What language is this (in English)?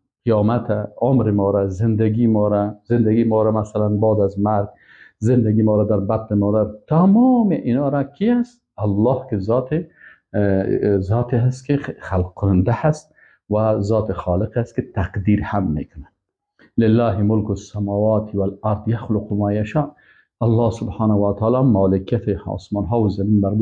Persian